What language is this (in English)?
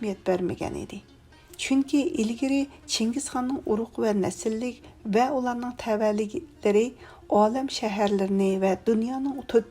Uyghur